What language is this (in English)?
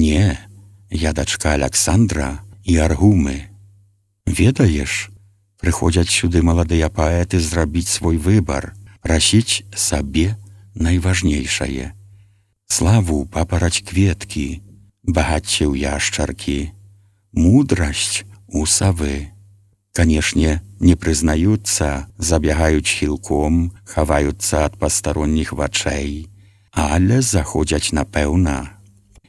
Belarusian